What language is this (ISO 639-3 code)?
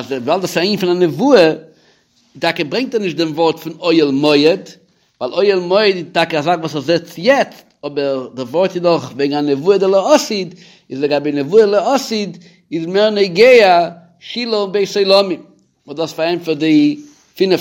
yid